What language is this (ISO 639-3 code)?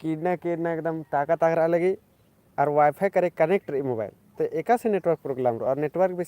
kru